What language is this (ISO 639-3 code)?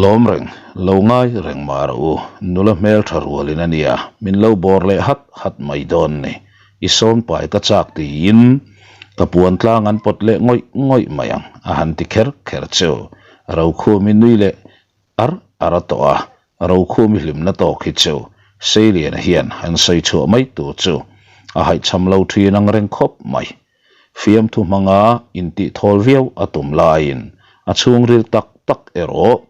lus